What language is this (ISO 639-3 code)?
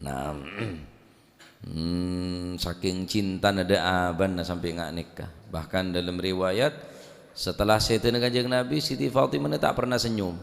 mad